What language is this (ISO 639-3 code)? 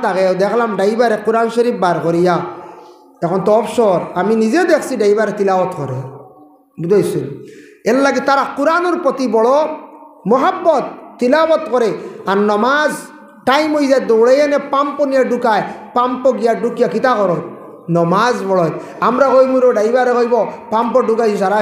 syl